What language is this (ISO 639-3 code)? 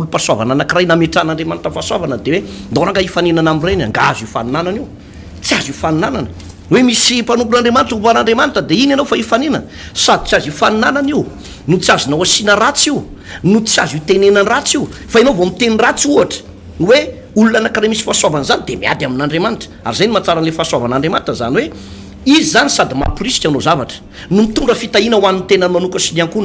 mlg